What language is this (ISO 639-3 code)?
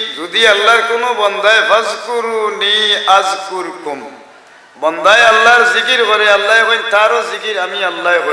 syl